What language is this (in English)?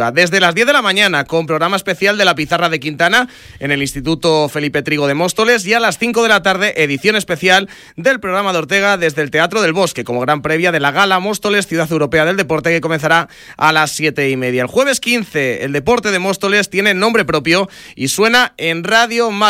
Spanish